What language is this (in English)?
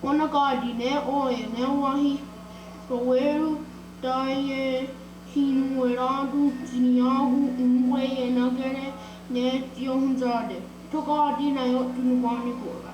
Mohawk